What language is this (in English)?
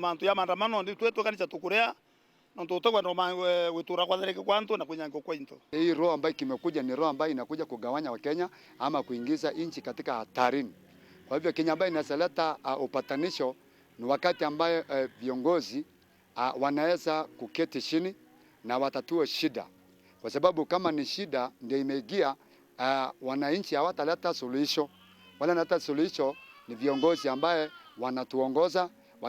Meru